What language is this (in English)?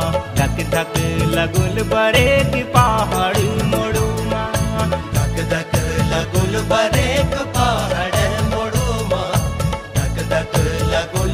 Kumaoni